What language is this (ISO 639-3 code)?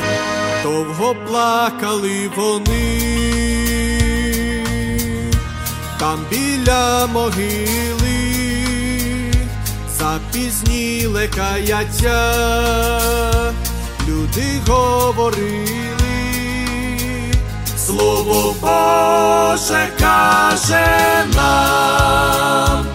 ukr